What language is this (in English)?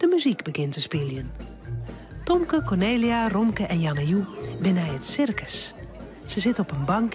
Western Frisian